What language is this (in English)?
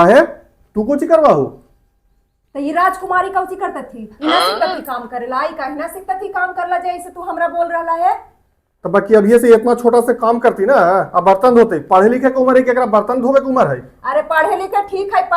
Magahi